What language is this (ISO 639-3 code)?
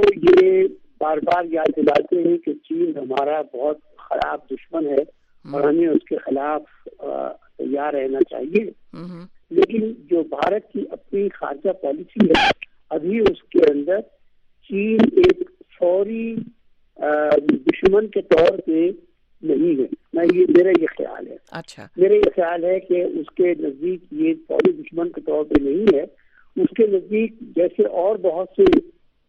urd